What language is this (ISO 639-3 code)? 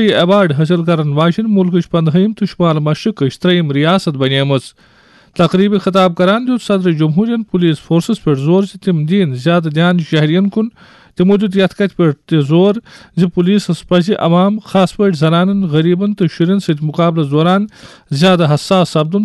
kas